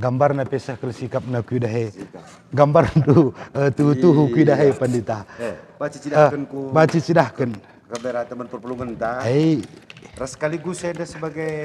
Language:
Batak Karo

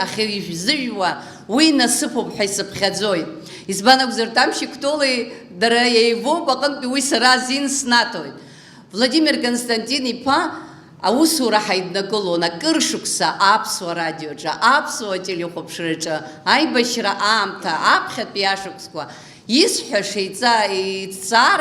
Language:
Abkhazian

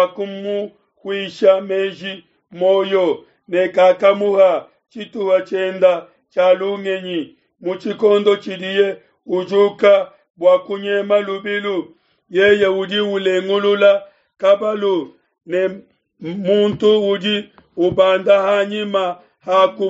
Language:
Luba-Lulua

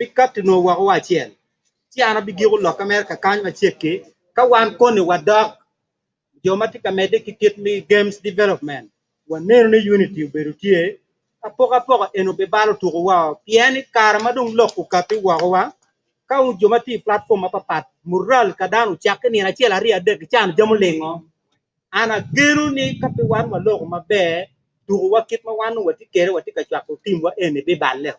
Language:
Acoli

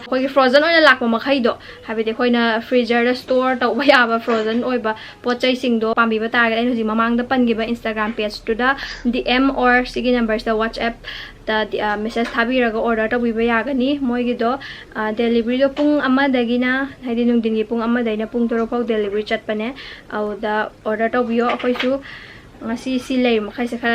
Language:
Manipuri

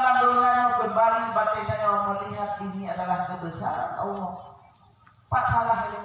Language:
Achinese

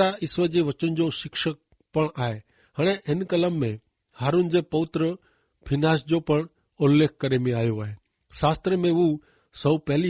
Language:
Kachhi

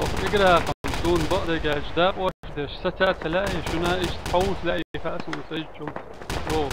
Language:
Chechen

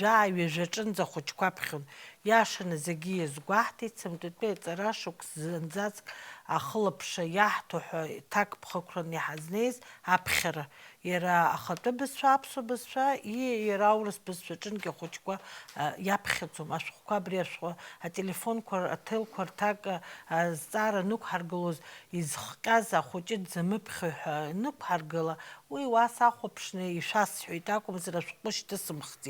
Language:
Abkhazian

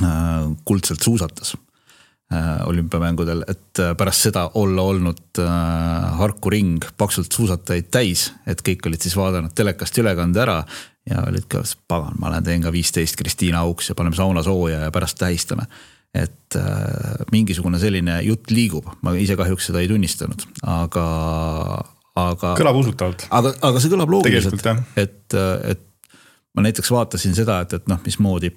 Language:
Estonian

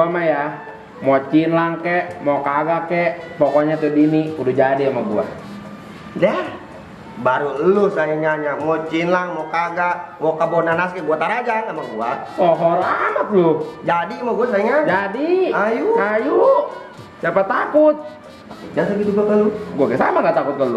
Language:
Betawi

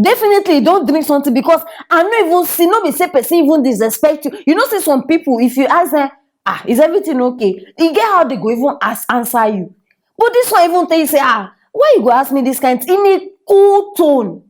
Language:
Nigerian Pidgin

